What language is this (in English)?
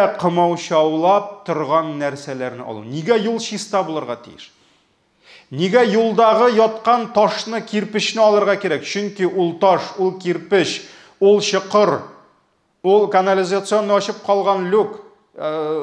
Tatar